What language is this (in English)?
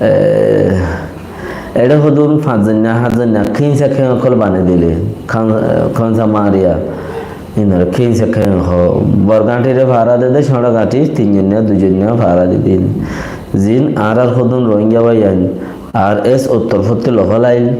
Rohingya